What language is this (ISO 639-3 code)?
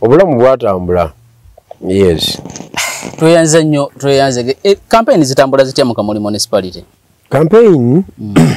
lug